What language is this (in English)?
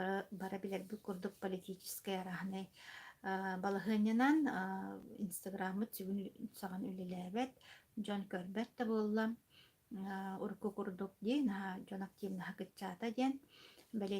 Yakut